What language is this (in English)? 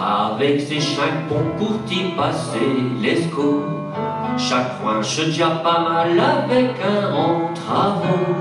Picard